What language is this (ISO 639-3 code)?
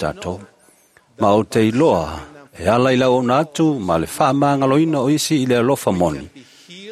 smo